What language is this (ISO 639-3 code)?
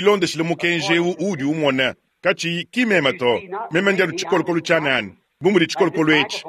lua